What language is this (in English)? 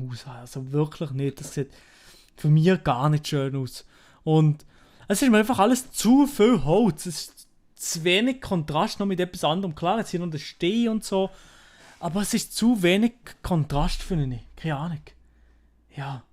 Swiss German